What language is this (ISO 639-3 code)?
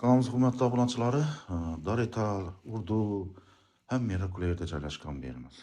uzb